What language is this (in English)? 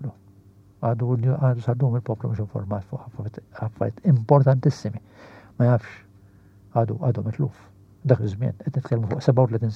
Maltese